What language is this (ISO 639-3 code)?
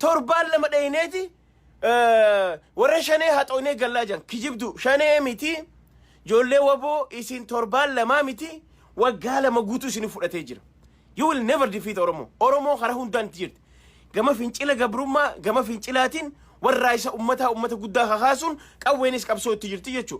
orm